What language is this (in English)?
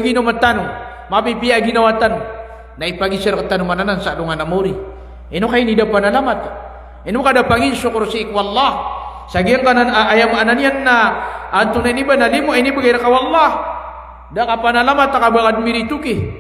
Maranao